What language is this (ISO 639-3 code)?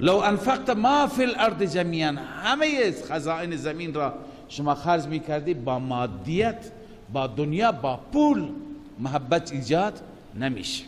fas